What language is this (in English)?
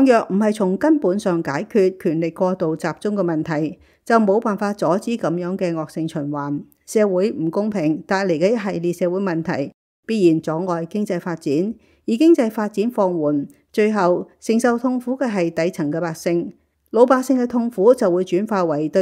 Cantonese